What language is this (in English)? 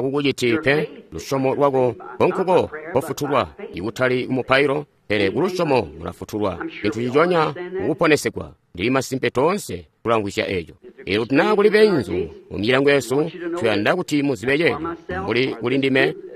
Tonga (Zambia)